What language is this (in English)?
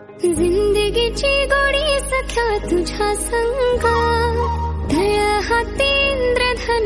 Marathi